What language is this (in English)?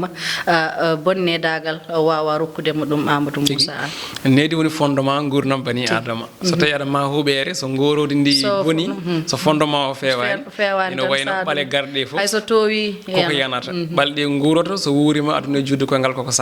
Fula